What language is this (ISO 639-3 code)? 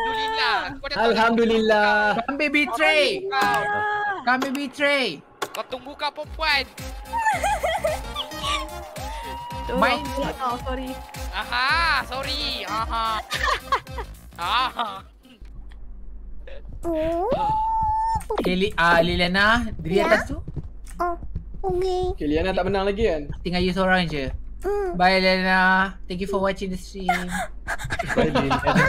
msa